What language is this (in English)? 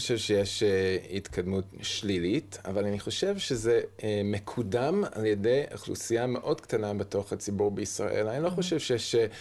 Hebrew